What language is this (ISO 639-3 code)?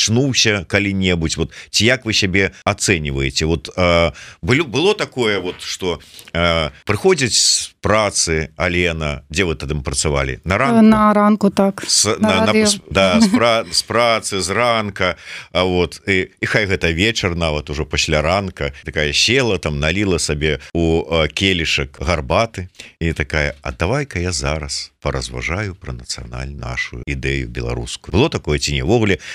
bel